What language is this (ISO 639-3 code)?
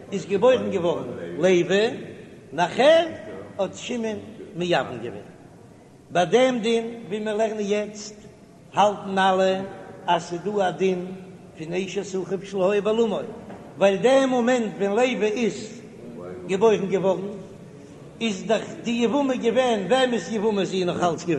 yid